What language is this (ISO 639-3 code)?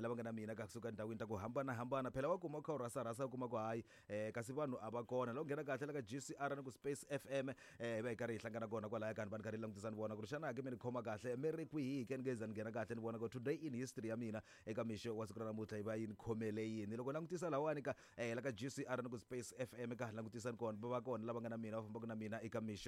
tso